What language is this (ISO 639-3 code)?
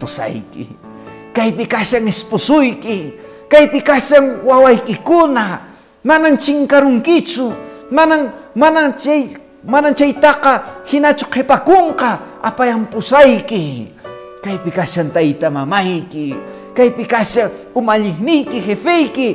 que